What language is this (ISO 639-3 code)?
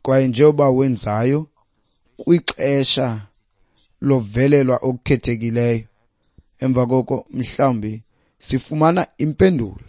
xho